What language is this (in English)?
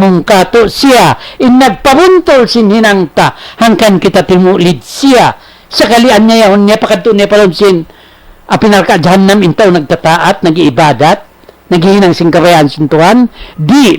Tausug